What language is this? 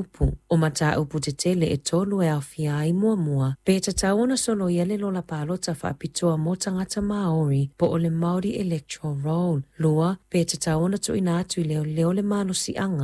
Samoan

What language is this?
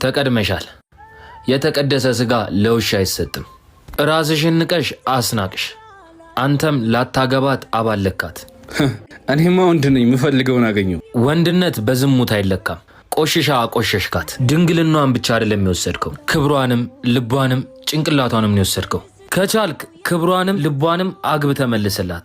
Amharic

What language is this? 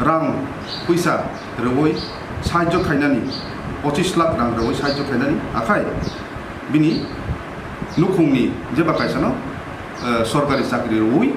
Kok Borok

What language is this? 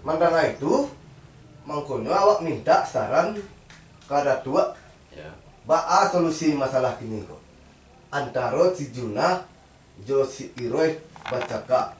Minangkabau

